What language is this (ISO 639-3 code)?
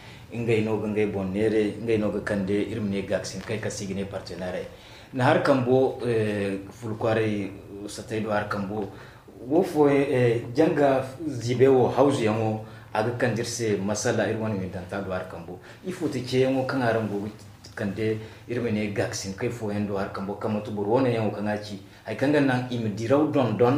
dje